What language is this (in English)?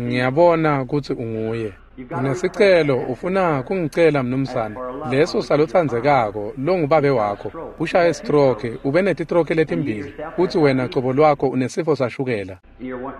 Swati